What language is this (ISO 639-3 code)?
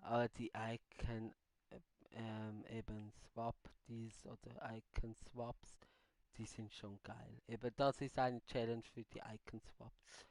gsw